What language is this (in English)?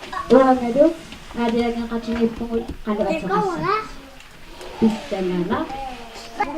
Kalaallisut